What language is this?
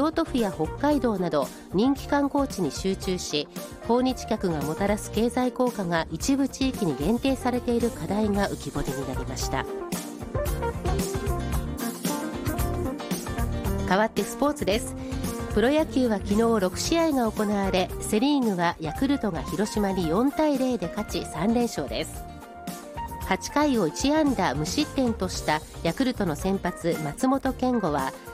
Japanese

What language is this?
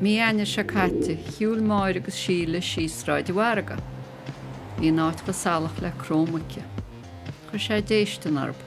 Irish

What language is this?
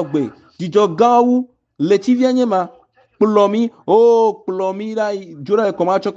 Ewe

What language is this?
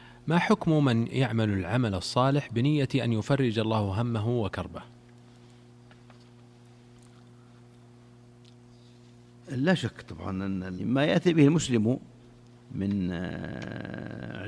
Arabic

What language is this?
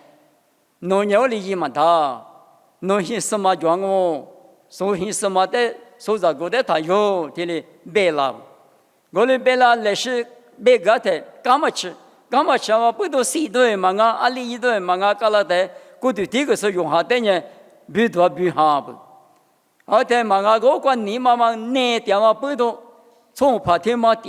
Lisu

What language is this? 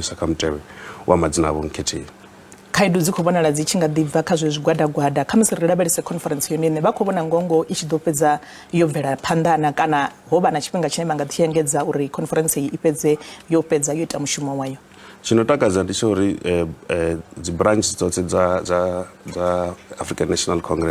Venda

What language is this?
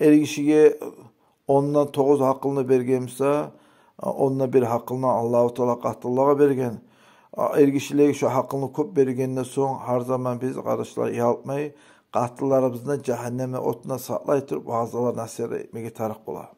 Kumyk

